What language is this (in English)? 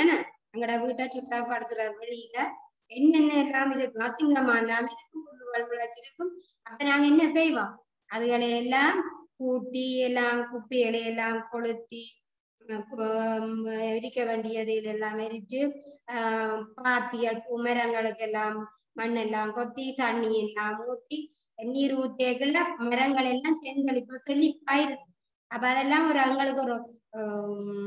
Tamil